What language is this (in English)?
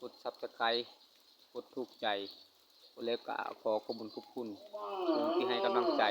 Lao